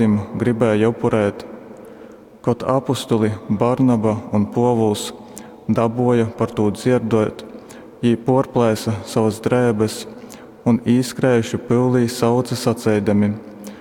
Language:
Latgalian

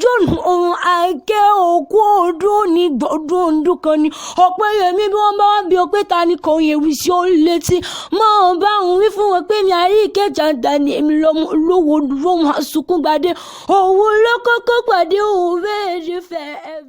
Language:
Yoruba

